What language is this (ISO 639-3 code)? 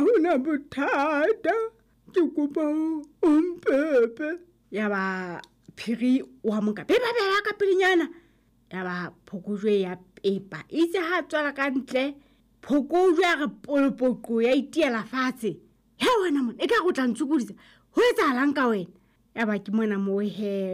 sot